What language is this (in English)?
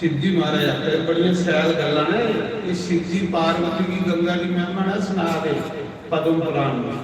Dogri